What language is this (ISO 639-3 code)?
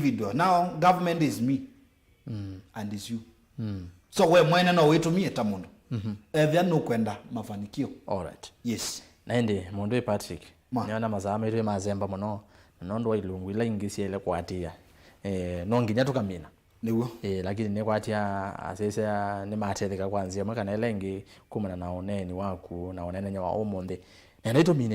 kam